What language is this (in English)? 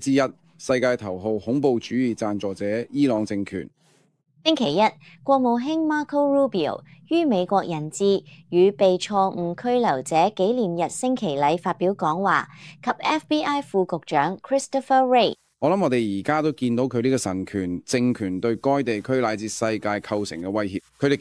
Cantonese